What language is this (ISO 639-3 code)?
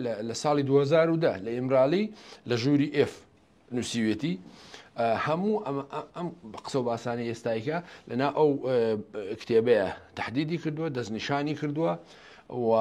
ckb